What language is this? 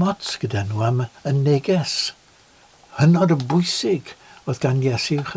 Welsh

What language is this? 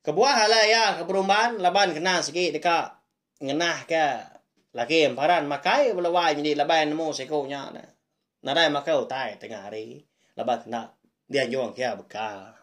Iban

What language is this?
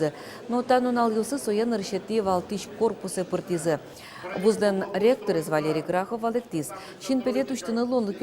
Udmurt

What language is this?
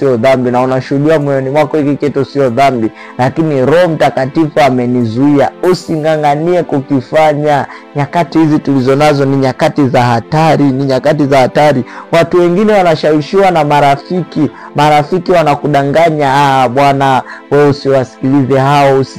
Swahili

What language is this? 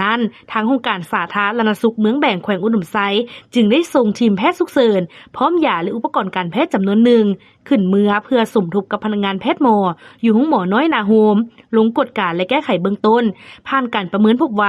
Lao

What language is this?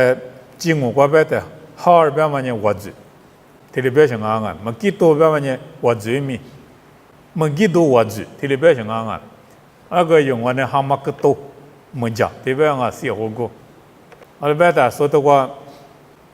Lisu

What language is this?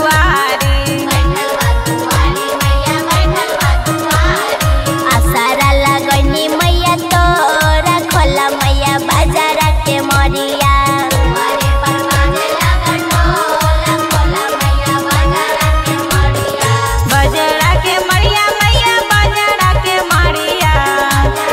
Bhojpuri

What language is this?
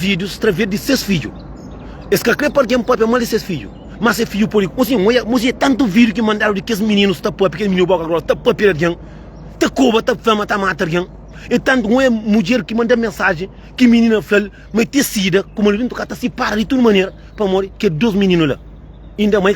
Kabuverdianu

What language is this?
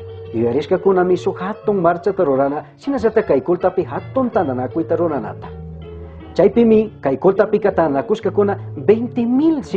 Chimborazo Highland Quichua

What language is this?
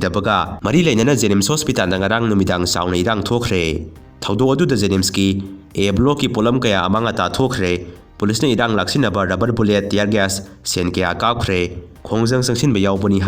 Manipuri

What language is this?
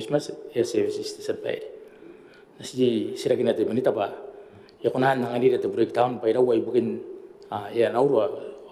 Gilbertese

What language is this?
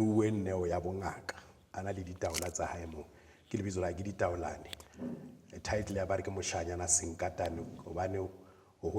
Southern Sotho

